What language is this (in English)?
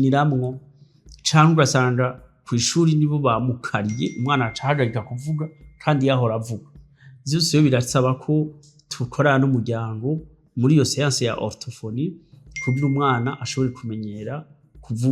Rundi